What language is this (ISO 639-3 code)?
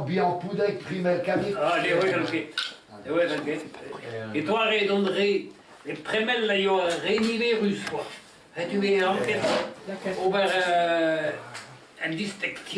bre